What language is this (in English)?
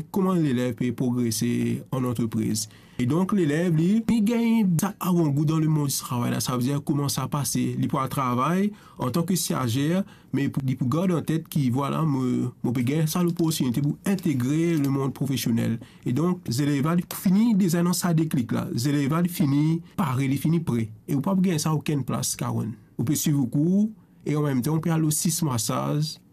Morisyen